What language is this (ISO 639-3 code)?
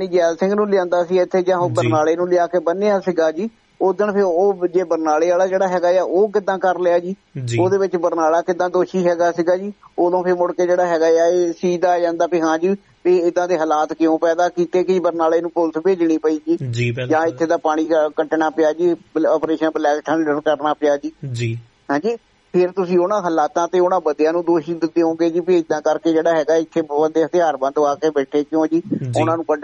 pan